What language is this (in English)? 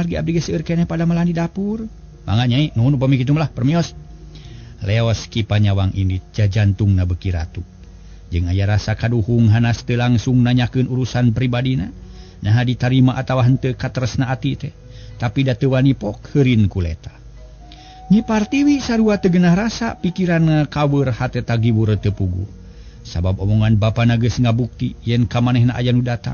Sundanese